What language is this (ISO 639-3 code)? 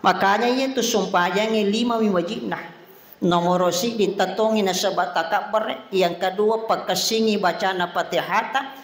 bug